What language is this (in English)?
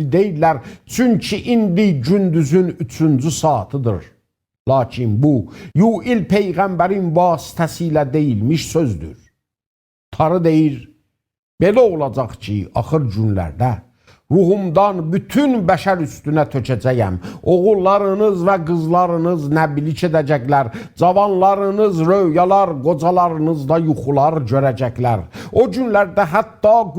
South Azerbaijani